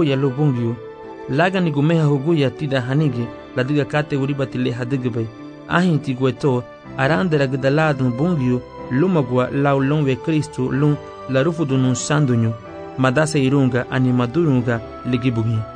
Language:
Garifuna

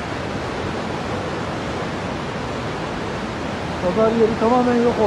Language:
Turkish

